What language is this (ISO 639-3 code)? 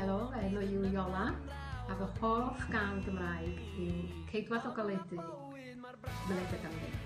cym